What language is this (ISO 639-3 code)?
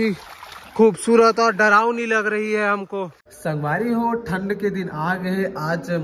hne